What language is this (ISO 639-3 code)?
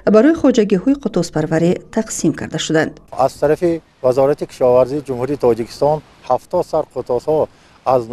tgk